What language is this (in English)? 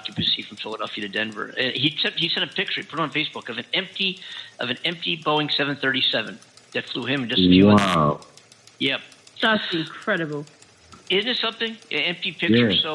English